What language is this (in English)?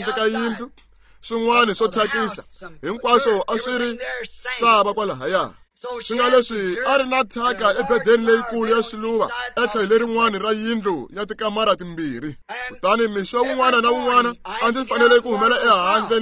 Tsonga